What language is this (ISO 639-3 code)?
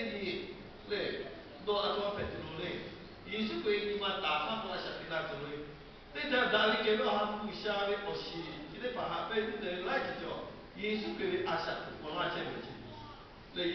lhu